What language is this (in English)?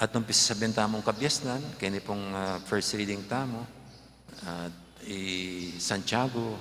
Pampanga